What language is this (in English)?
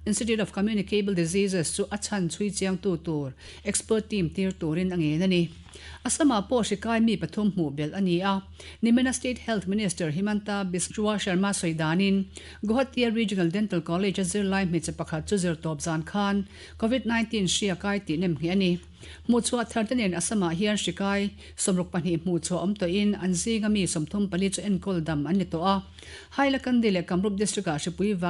Mizo